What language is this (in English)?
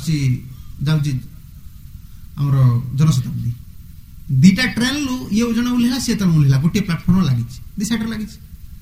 Odia